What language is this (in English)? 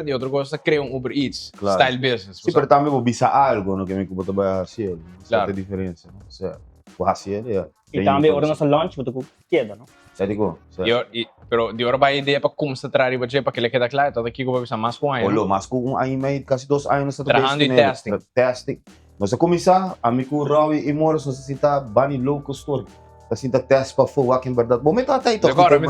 Papiamento